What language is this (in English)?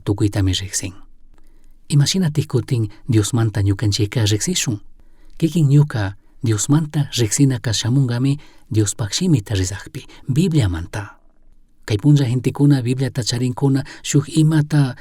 Chimborazo Highland Quichua